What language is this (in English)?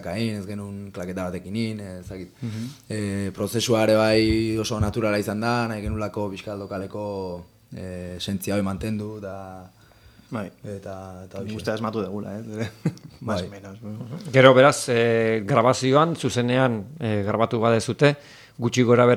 Basque